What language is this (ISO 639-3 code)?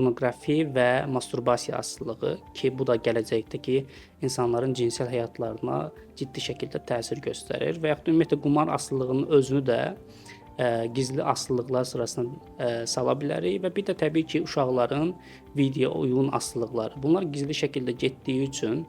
aze